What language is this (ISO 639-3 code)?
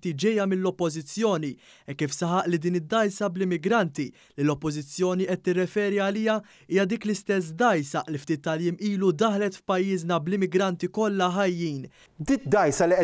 mlt